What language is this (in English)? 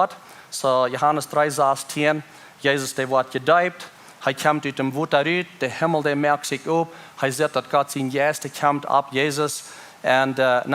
Plautdietsch